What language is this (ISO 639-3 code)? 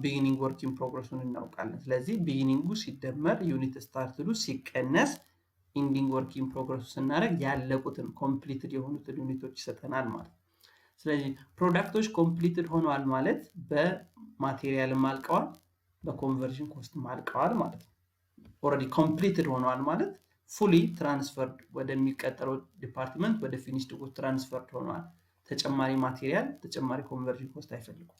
amh